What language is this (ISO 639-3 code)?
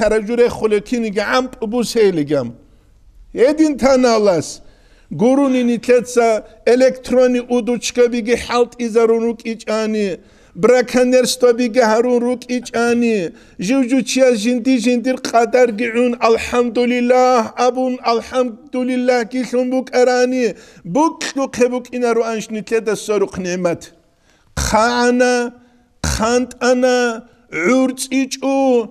ava